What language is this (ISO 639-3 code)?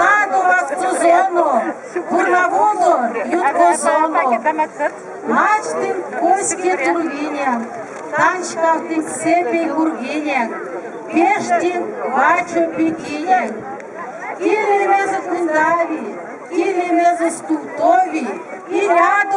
myv